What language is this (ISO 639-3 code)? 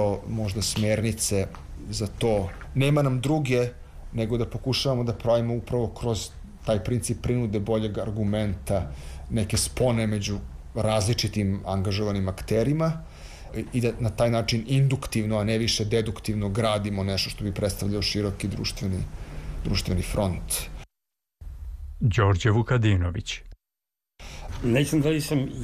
srp